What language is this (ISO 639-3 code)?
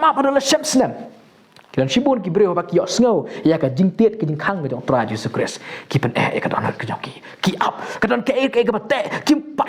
kha